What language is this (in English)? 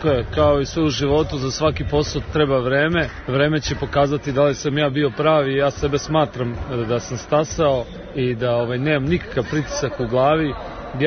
Serbian